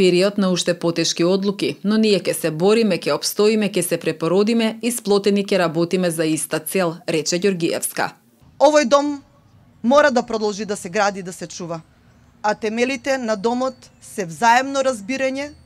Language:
Macedonian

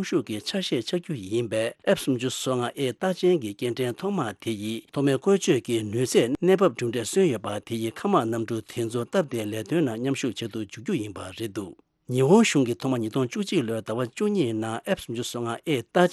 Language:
Tibetan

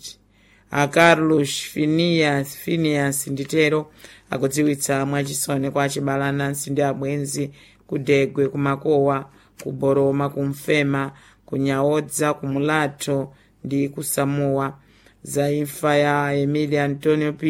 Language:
Nyanja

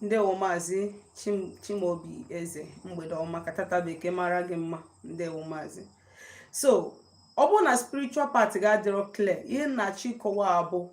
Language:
Igbo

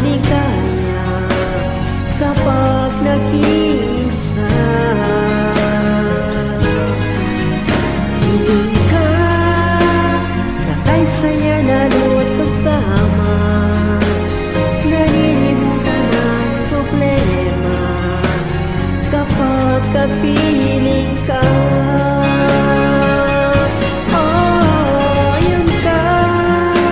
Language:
Filipino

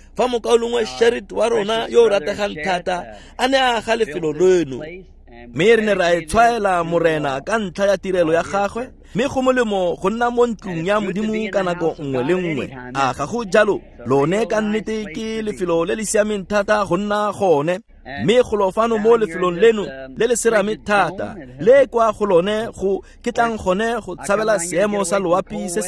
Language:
Tswana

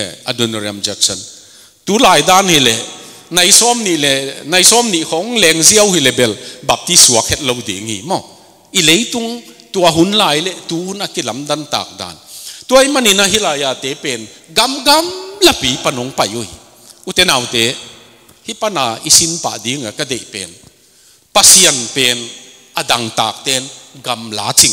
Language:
Tedim Chin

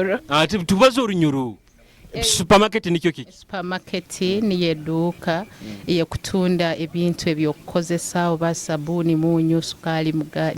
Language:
Nyoro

